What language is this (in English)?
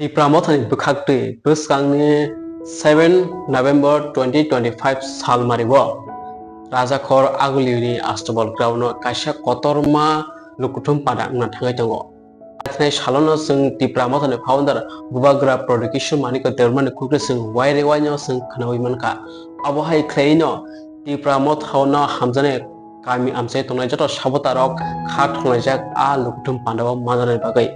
Kok Borok